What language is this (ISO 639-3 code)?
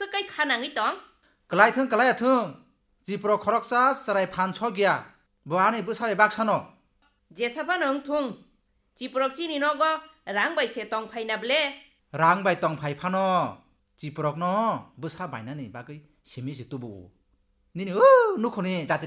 trp